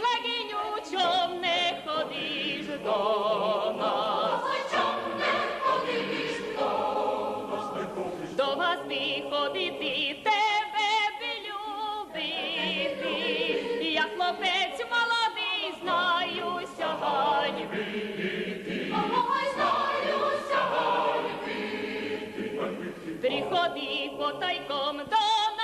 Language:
Rusyn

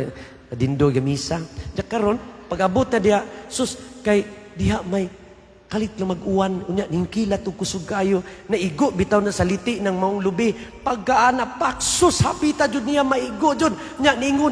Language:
Cebuano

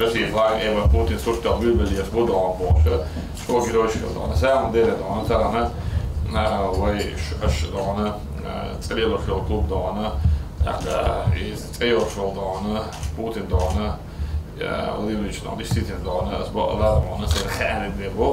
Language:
Chechen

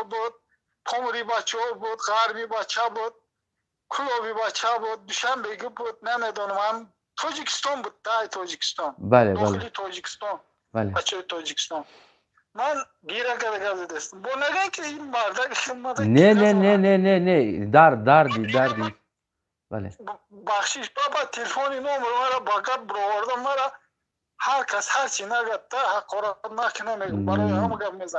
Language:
Tajik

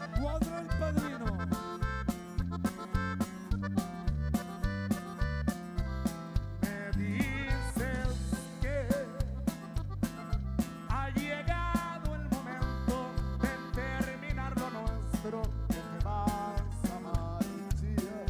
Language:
Spanish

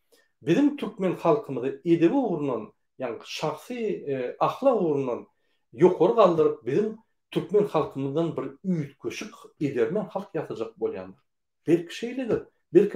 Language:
Turkmen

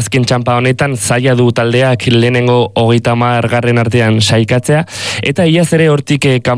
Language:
Basque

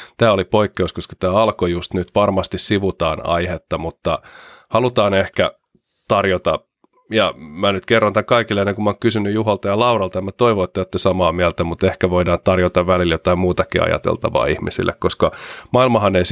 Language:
Finnish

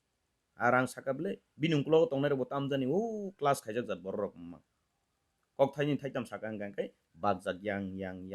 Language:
Kok Borok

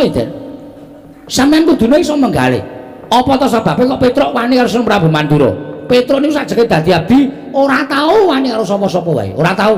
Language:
Javanese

